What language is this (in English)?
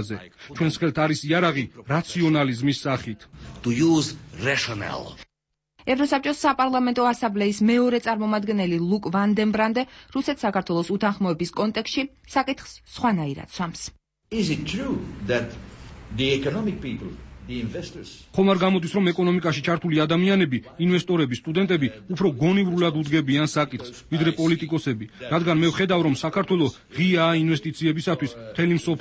Georgian